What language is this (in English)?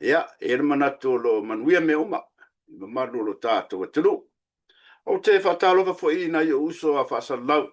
Samoan